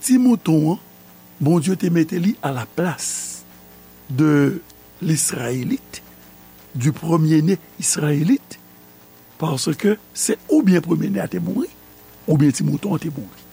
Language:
Haitian Creole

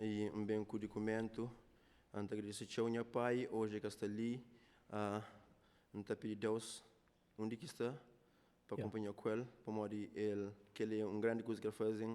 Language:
Kabuverdianu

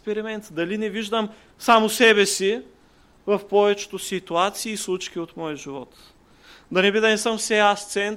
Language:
Bulgarian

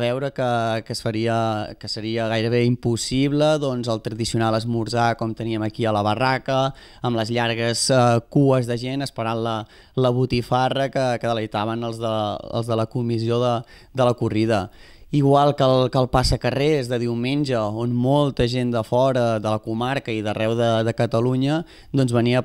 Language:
Catalan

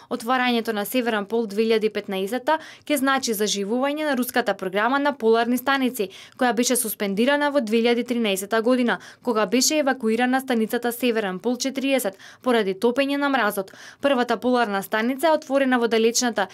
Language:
Macedonian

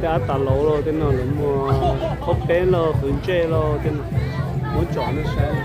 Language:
Hmong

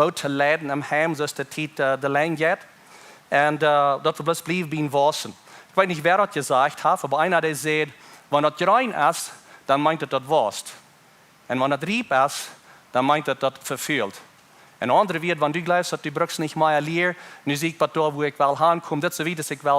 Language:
Plautdietsch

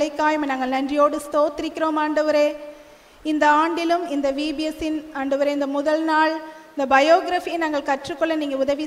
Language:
Tamil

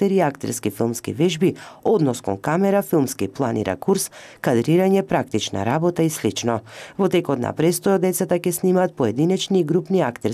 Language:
Macedonian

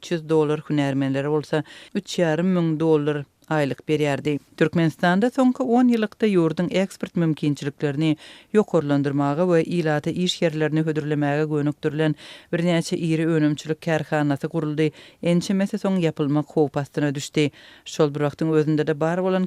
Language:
Turkmen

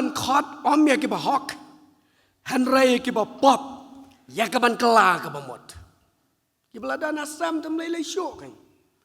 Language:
Khasi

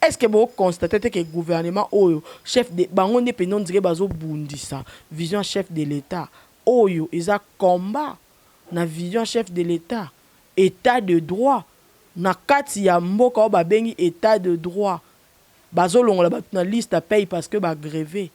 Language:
Lingala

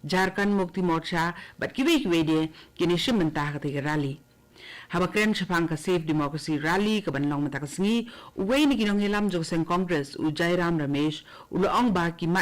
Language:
Khasi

